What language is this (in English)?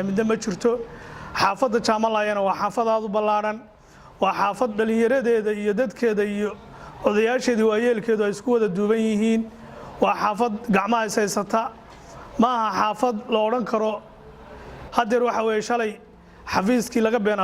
Somali